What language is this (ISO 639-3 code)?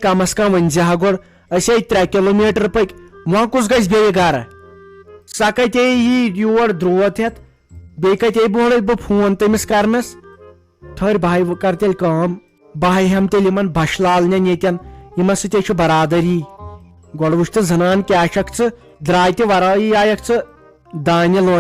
kas